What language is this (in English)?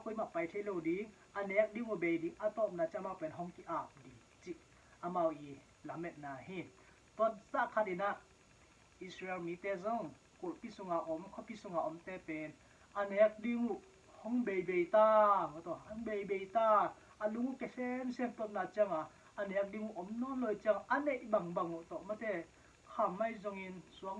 Tedim Chin